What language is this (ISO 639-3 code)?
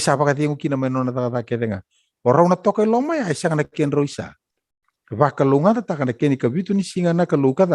fij